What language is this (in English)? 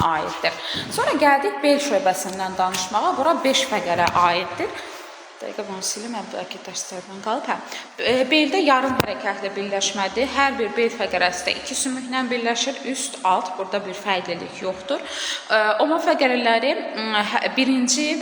Azerbaijani